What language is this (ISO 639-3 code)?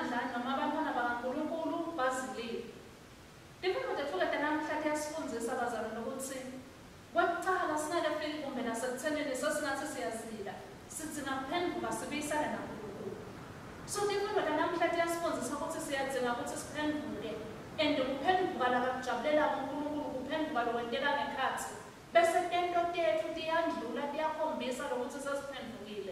ssw